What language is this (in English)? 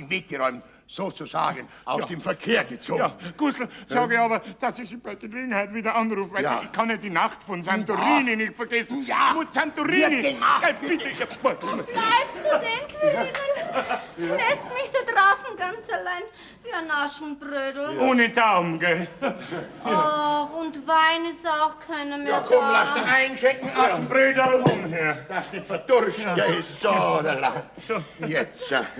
Bavarian